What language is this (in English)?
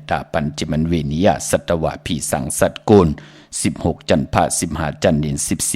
Shan